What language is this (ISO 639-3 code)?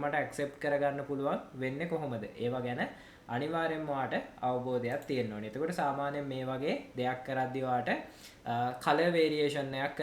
sin